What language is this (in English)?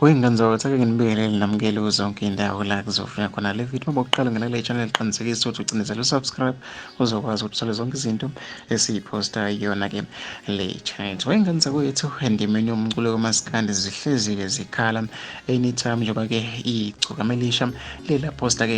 Zulu